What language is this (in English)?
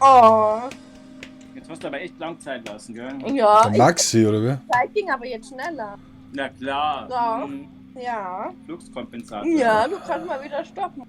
Bavarian